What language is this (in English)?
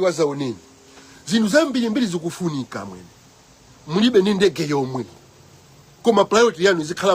Nyanja